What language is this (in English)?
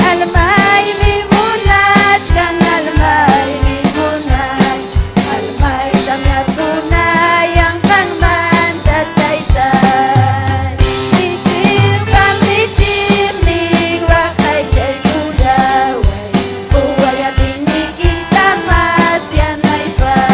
Ayacucho Quechua